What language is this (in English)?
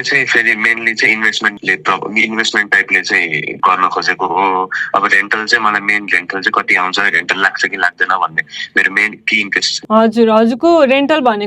Nepali